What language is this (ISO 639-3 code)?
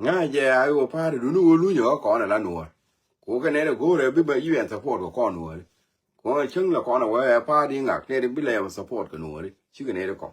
nus